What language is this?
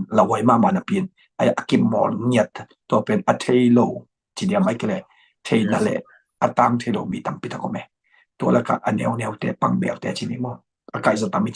Tedim Chin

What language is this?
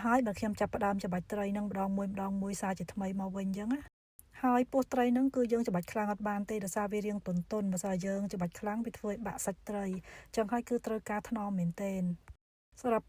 Khmer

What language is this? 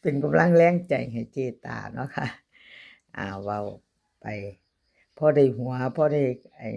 Northeastern Thai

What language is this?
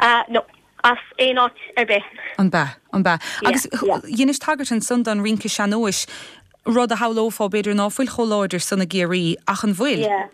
Irish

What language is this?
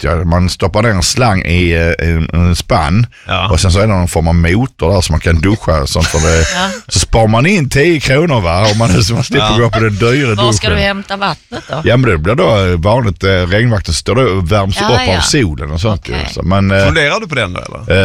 Swedish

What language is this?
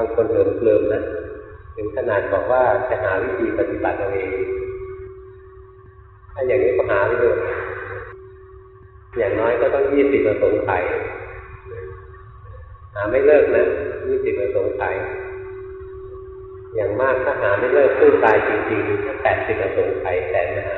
Thai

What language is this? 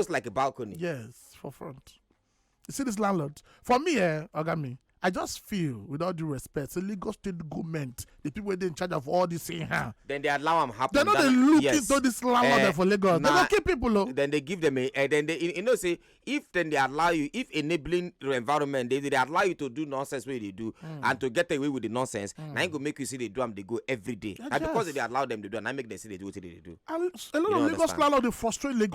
Nigerian Pidgin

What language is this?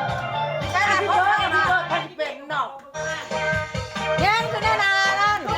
Lao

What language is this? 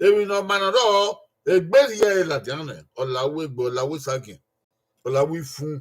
Bini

